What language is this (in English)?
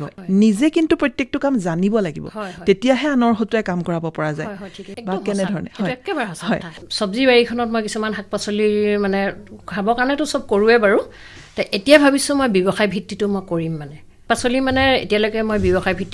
Assamese